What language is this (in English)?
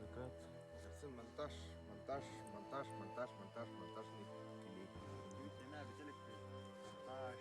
Yakut